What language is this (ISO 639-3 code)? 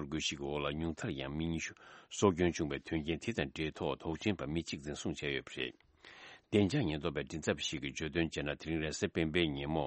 bod